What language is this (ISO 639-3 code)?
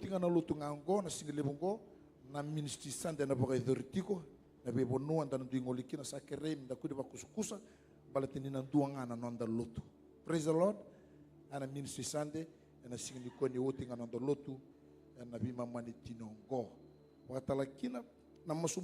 fij